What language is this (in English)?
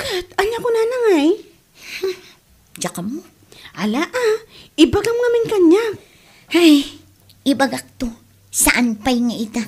Iloko